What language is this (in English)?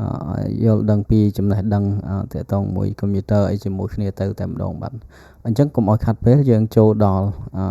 Khmer